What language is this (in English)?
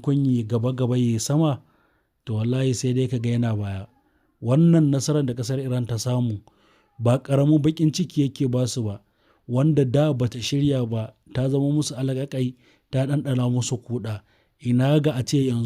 Hausa